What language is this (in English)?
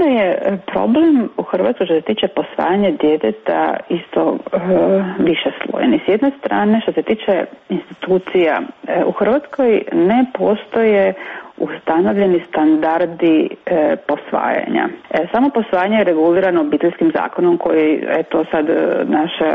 Croatian